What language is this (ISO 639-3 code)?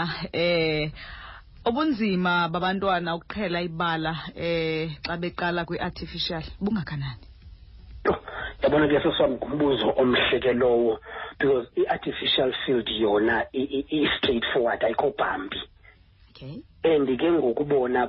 xho